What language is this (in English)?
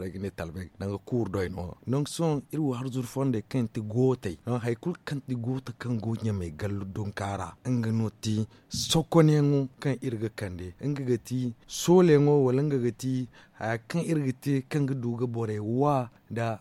Zarma